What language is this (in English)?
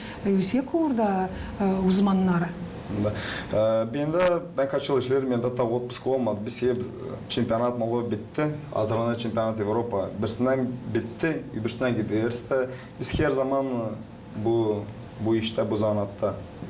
Gagauz